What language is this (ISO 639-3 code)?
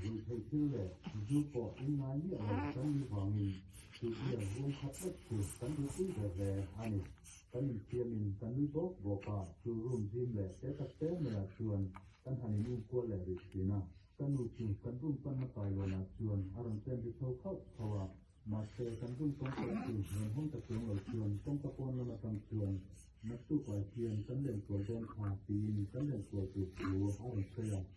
lus